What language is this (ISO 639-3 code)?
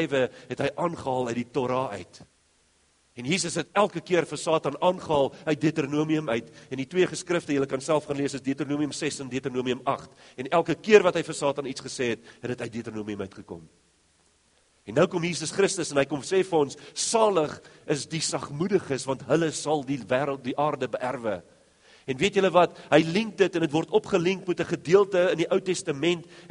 afr